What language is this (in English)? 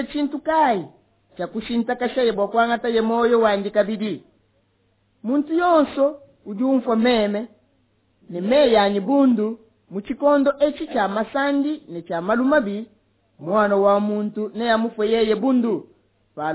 Luba-Lulua